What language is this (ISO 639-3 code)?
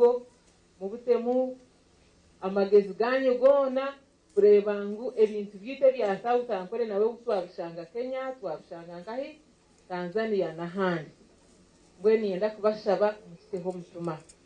nyn